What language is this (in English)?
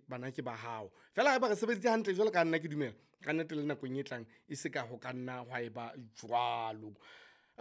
Southern Sotho